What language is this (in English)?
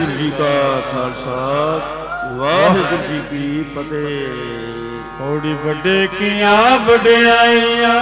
Punjabi